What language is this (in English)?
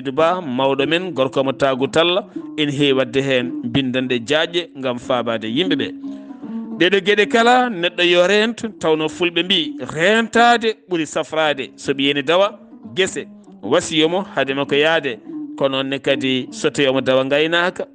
Fula